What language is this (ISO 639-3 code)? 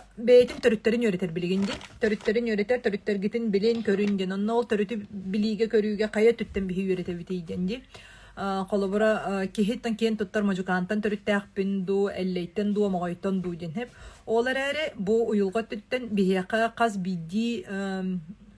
sah